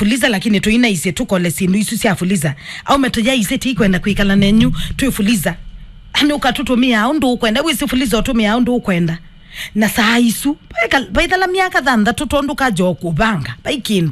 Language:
Kamba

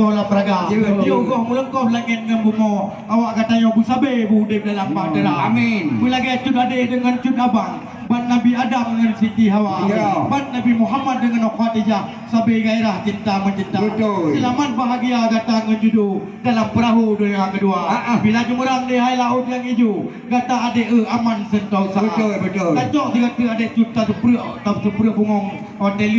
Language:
Achinese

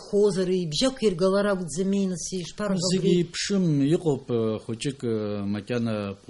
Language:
Abkhazian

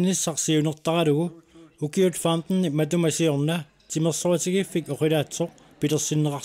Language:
Kalaallisut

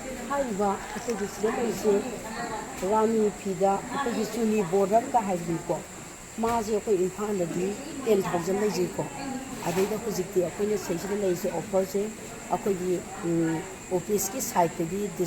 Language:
Manipuri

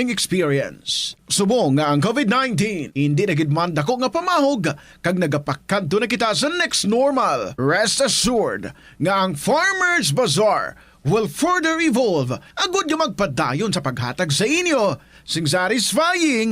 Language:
Hiligaynon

